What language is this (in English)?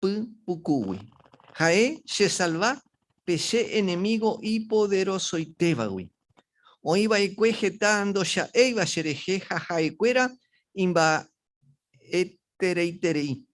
Guarani